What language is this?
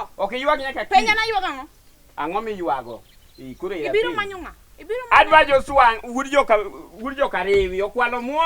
Luo (Kenya and Tanzania)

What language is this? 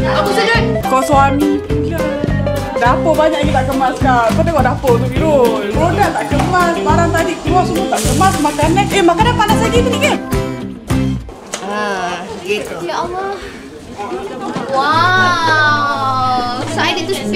Malay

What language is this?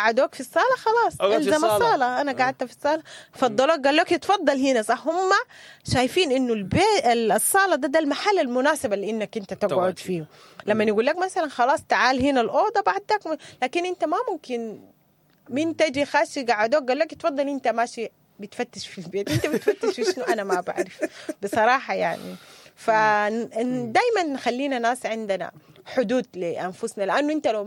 Sudanese Arabic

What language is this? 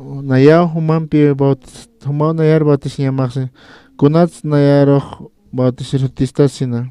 Aymara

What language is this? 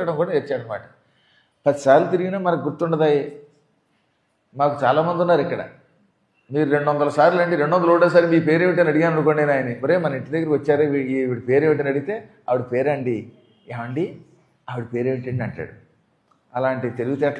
Telugu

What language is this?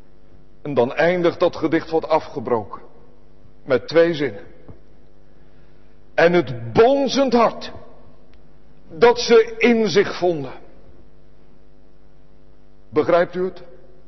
Dutch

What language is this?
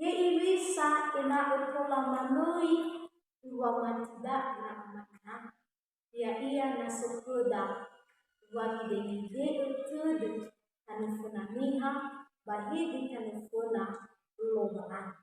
Nias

